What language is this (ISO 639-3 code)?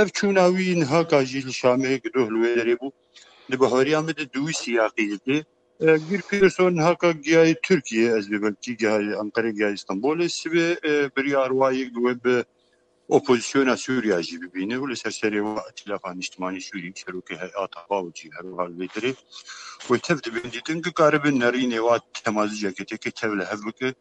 kur